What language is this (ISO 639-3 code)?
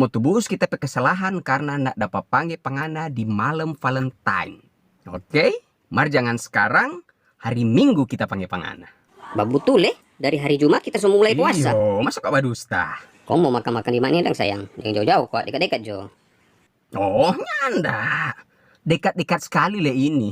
xmm